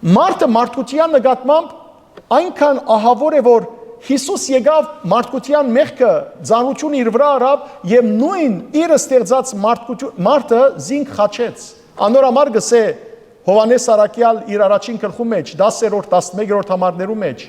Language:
Western Armenian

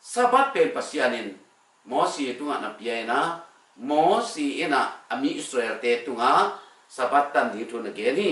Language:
Tedim Chin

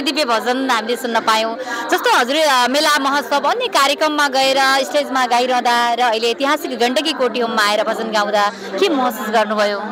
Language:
Nepali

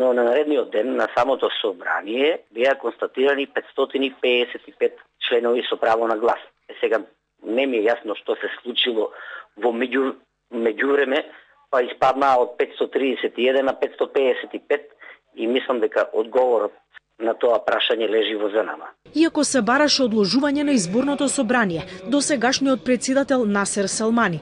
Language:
Macedonian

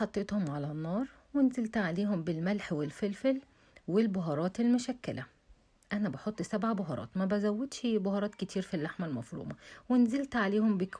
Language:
Egyptian Arabic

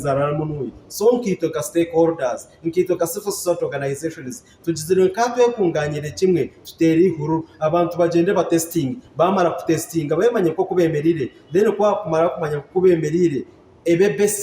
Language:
Nyankole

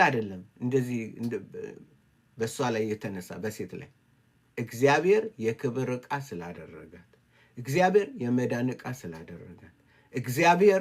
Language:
Amharic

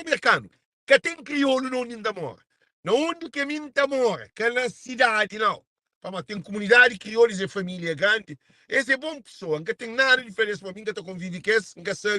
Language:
Kabuverdianu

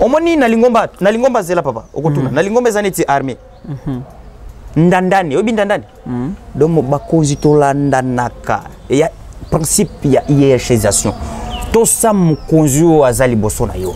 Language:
Lingala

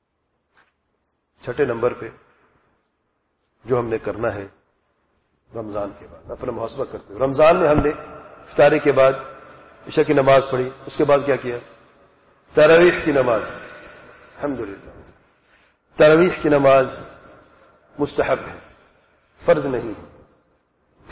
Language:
Urdu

